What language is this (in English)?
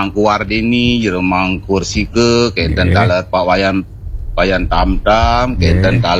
Balinese